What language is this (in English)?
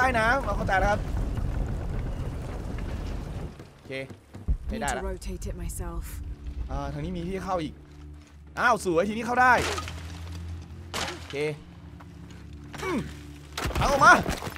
Thai